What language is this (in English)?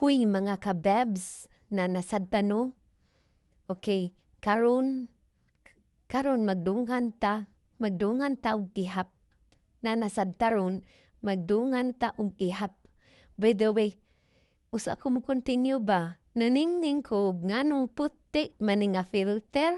Cebuano